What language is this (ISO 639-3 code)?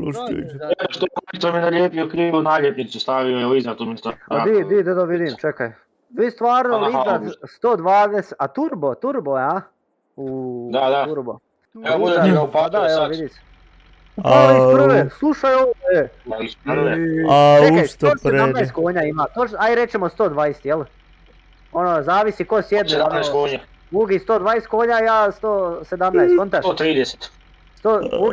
hrv